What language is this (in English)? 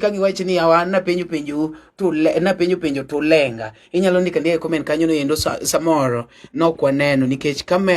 Luo (Kenya and Tanzania)